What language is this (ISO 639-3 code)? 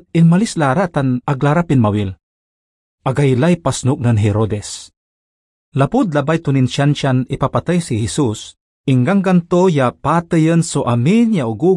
pag